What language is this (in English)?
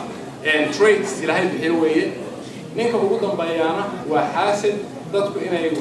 Somali